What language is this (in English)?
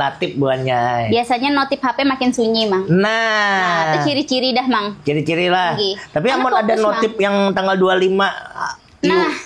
Banjar